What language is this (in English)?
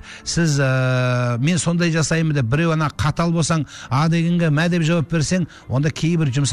Kazakh